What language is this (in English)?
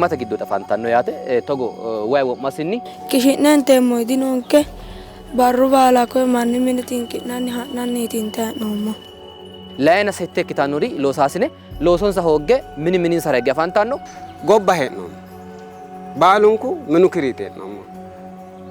Sidamo